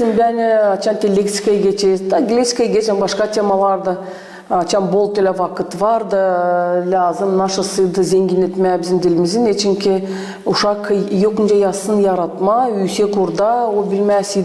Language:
Gagauz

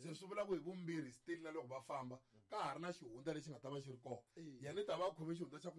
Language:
Tsonga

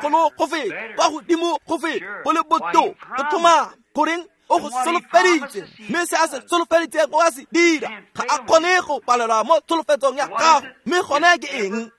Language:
Tswana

